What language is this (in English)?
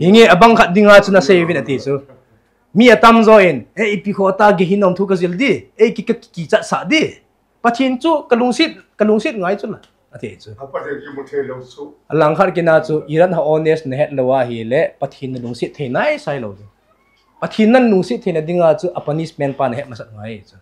Thado Chin